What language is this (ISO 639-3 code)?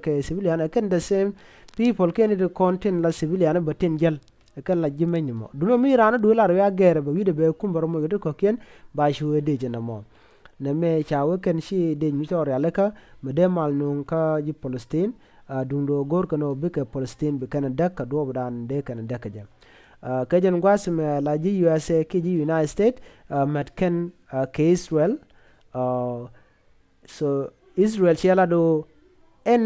nus